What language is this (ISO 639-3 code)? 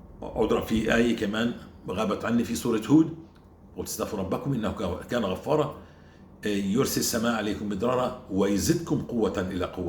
apc